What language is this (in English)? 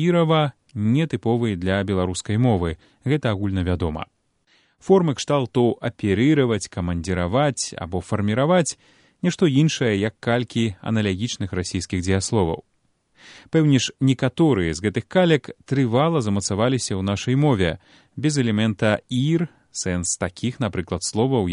Belarusian